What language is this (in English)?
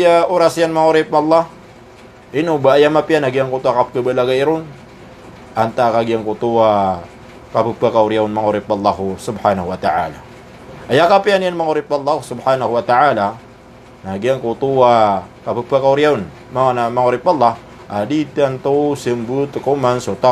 Maranao